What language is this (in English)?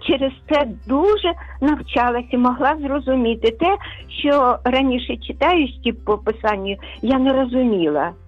Ukrainian